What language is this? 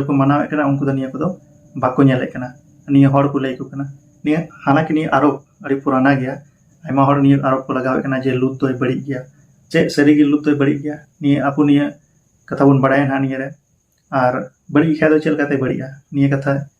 Santali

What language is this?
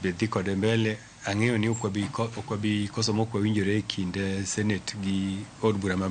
Luo (Kenya and Tanzania)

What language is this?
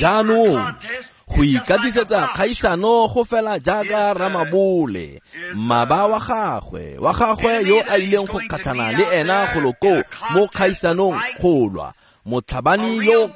Tswana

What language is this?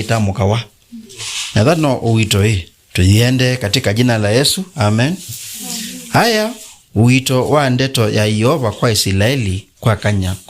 Kamba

